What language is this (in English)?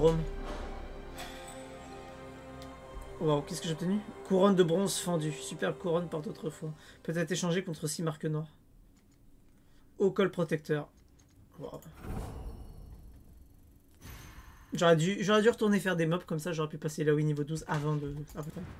French